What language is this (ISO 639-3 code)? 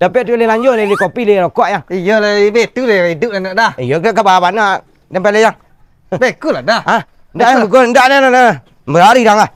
min